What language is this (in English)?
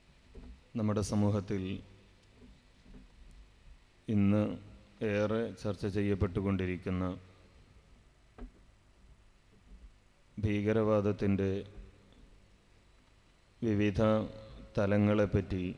Malayalam